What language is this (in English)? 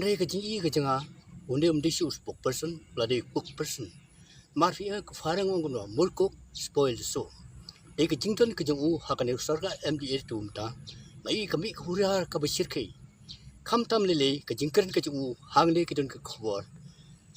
Khasi